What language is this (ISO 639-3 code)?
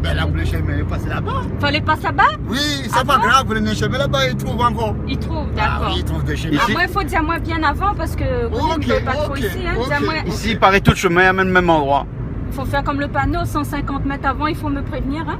rcf